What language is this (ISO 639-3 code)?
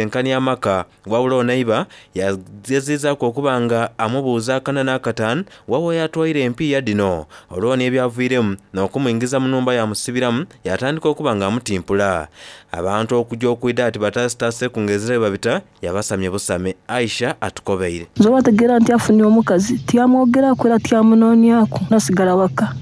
xog